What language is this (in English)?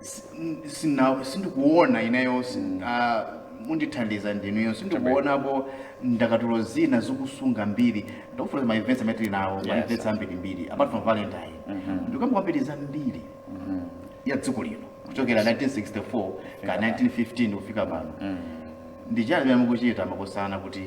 Nyanja